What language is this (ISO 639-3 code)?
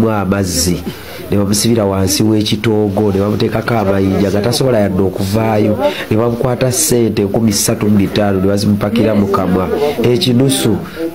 lug